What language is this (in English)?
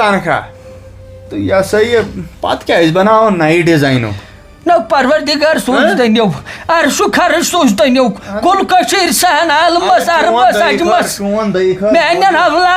Kashmiri